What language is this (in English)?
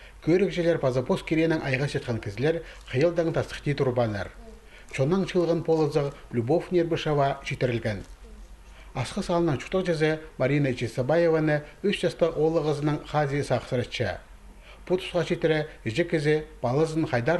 Khakas